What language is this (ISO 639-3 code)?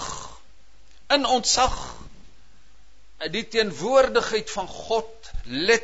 afr